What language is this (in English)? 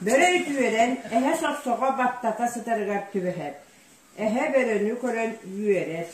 Yakut